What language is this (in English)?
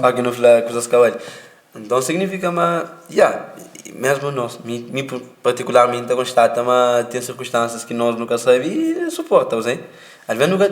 Kabuverdianu